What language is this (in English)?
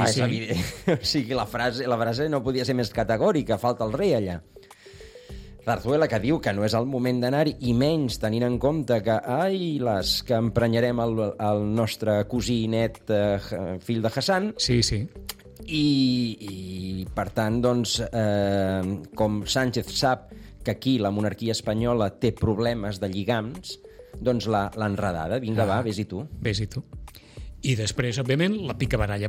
Catalan